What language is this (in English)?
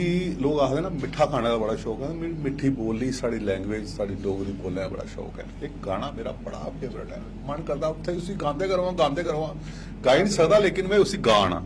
Dogri